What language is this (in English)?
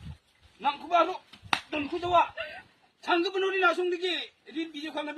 Garo